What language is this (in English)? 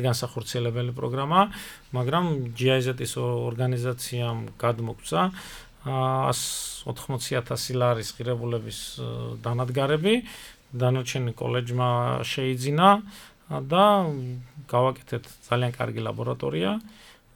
Georgian